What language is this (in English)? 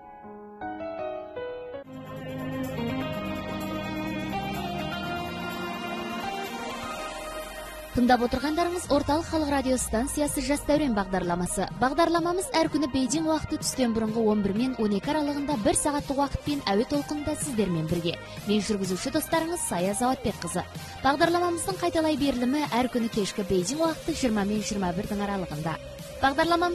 Kazakh